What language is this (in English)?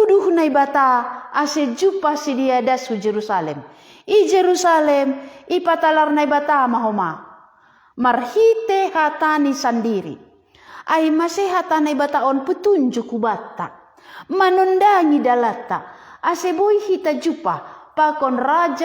Batak Simalungun